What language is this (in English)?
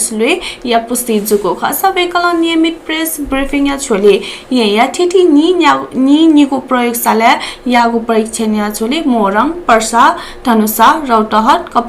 Newari